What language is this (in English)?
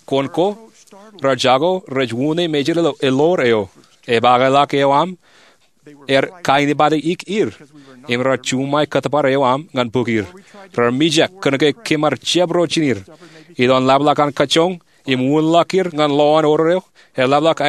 Marshallese